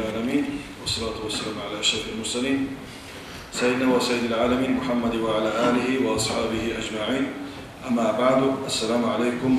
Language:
Kumyk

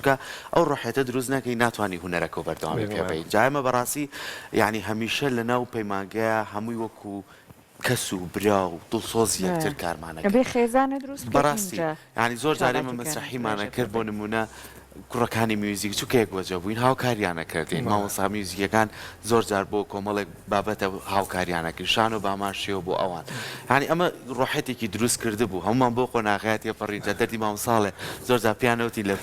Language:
Central Kurdish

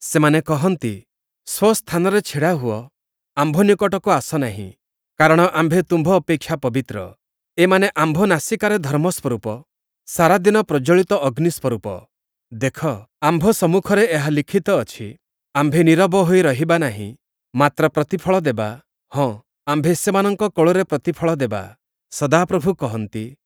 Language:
Odia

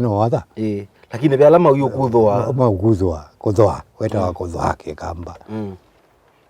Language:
Kamba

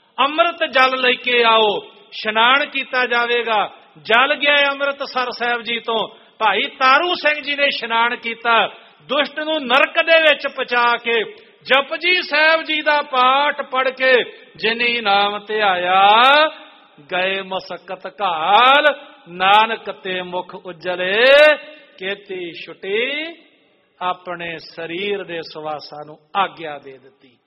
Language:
Punjabi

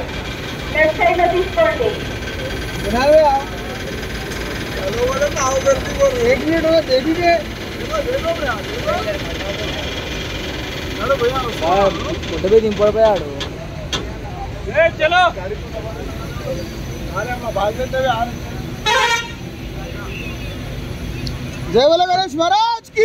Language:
Telugu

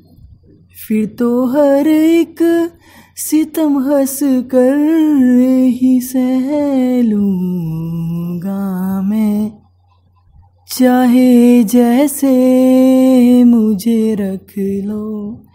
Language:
Hindi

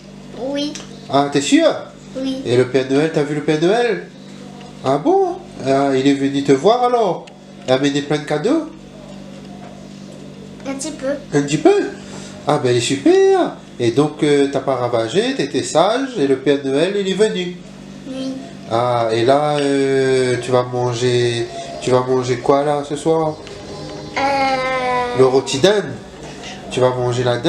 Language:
Réunion Creole French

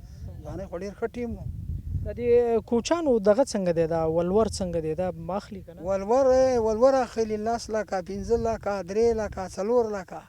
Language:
Pashto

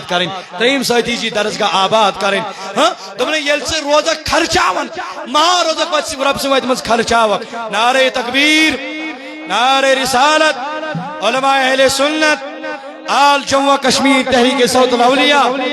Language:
Kashmiri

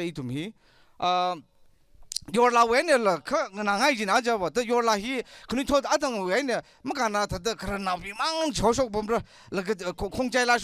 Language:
Tangkhul Naga (India)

